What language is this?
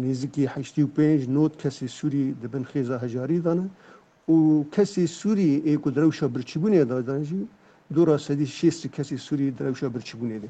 Kurdish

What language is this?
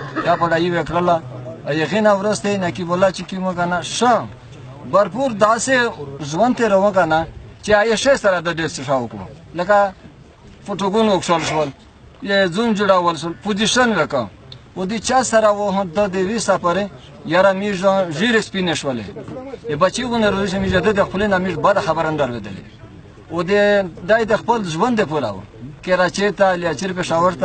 Pashto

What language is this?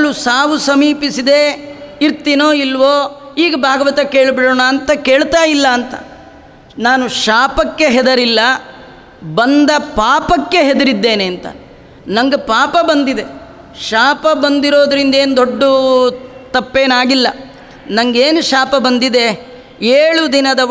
Kannada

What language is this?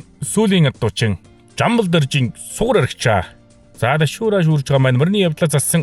Mongolian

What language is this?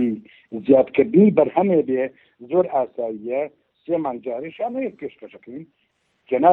Central Kurdish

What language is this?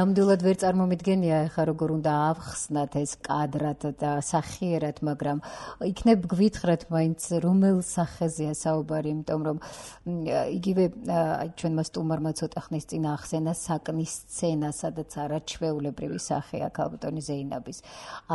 Georgian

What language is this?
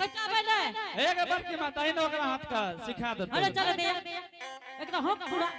Angika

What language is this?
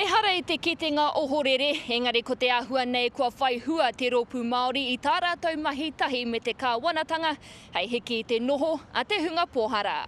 Māori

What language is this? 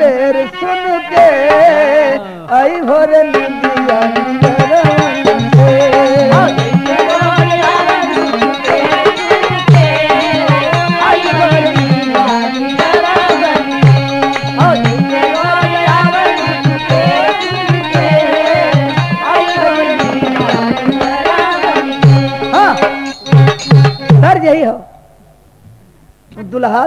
Bhojpuri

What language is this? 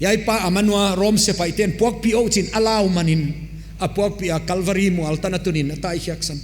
Paite Chin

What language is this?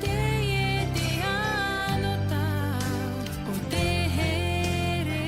Tahitian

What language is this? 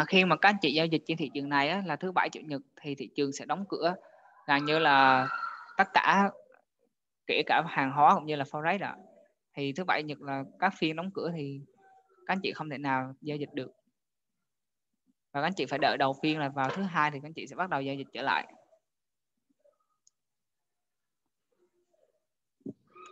Vietnamese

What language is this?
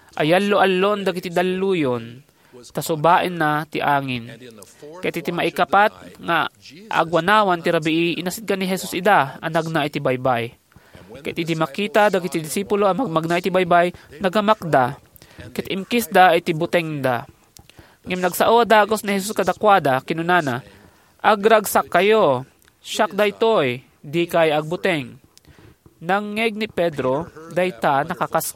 Iloko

